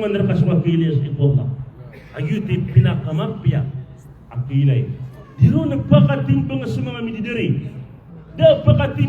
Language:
Maranao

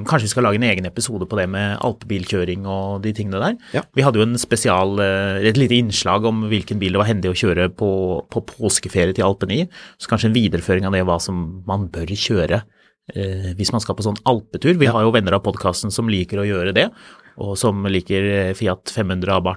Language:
Norwegian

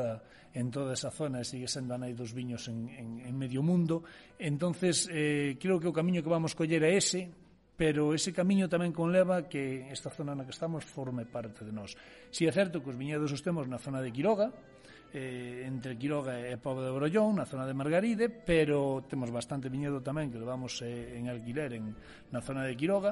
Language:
Galician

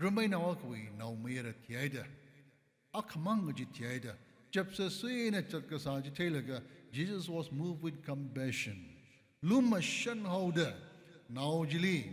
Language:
Tangkhul Naga (India)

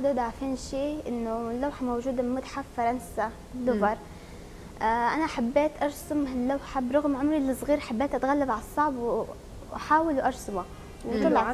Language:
North Levantine Arabic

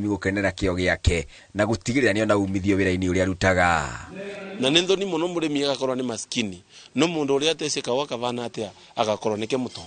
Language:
Kikuyu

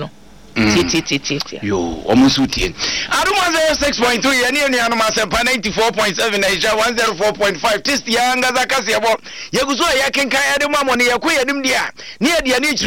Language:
Akan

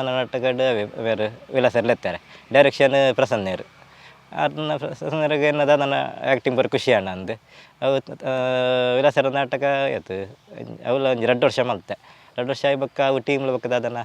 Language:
Tulu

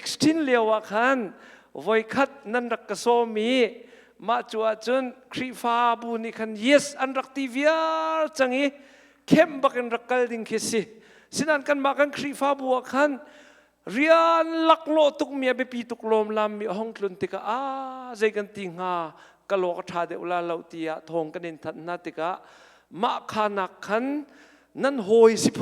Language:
Hakha Chin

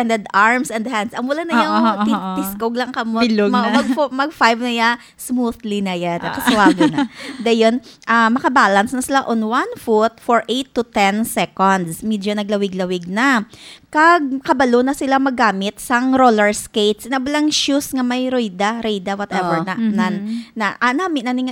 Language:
Hiligaynon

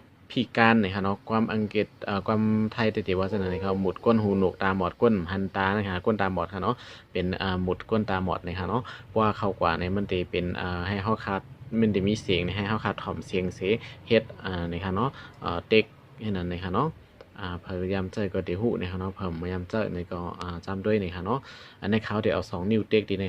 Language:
Shan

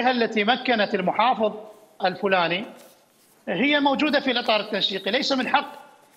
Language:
Mesopotamian Arabic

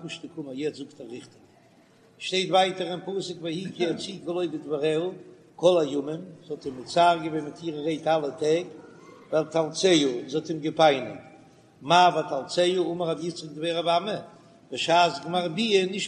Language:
Yiddish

